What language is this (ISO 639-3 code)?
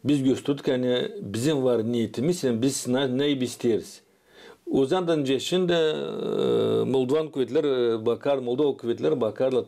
gag